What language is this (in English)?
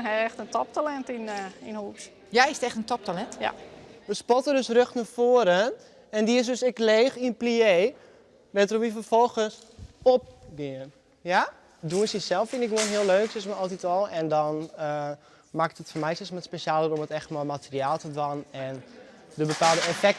Western Frisian